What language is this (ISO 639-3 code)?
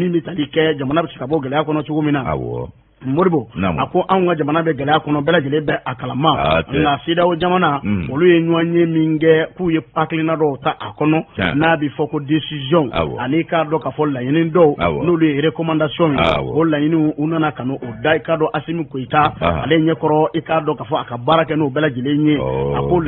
bam